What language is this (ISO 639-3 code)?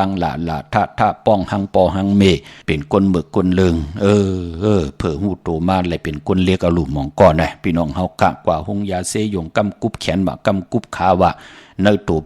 shn